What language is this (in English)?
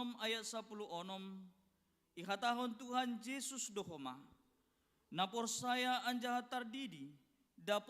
Batak Simalungun